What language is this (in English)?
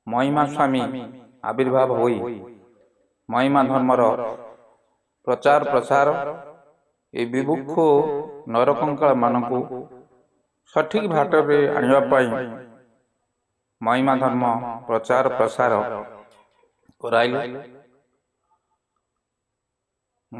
Odia